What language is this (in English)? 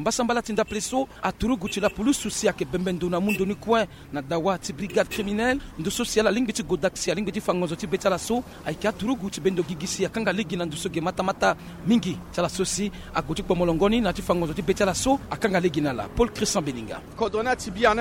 Sango